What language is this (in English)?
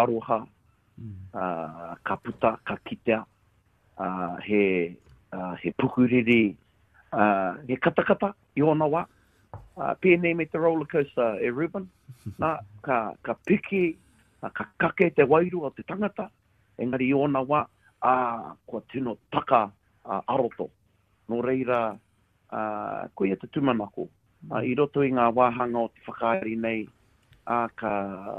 Māori